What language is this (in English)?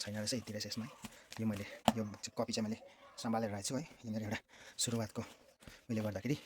Nepali